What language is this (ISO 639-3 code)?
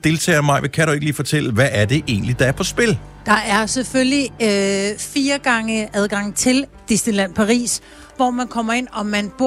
dan